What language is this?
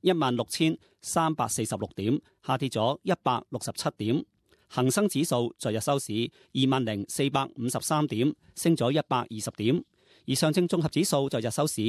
Cantonese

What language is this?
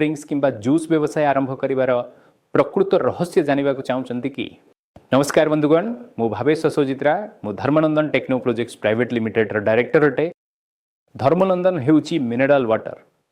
Odia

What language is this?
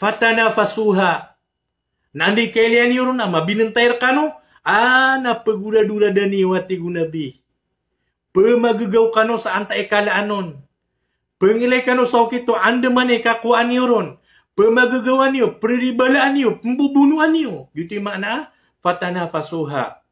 Maranao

